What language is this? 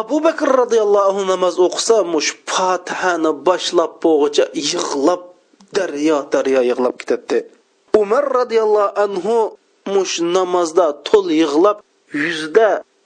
Uyghur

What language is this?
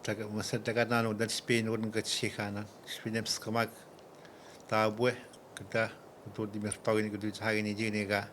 Atikamekw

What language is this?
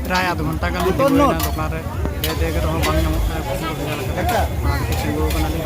Santali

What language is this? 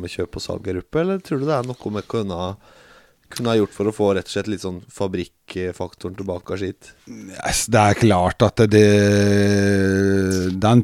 Norwegian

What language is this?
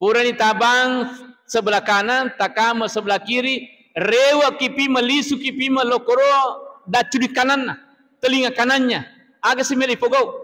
Buginese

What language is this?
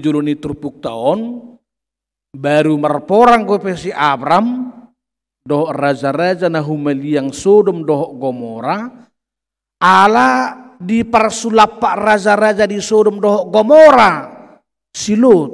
Batak Toba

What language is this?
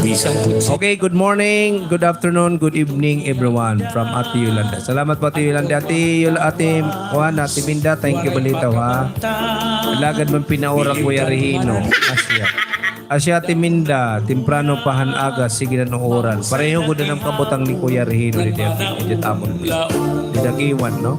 Waray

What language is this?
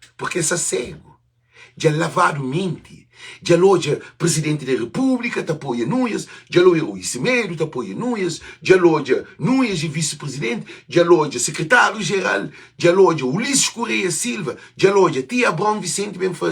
Kabuverdianu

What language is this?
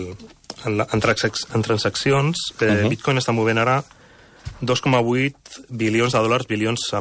Catalan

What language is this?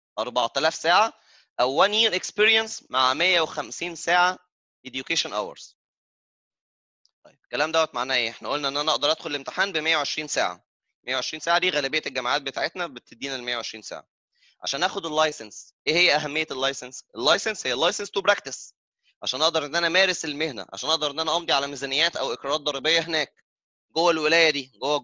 Egyptian Arabic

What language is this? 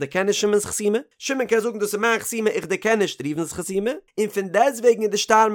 Yiddish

